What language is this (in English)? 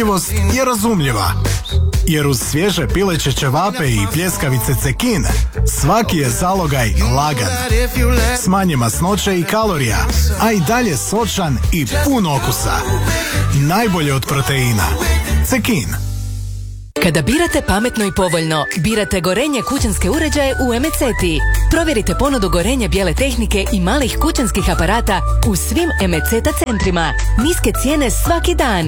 Croatian